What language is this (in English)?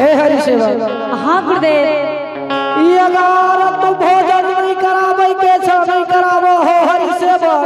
Angika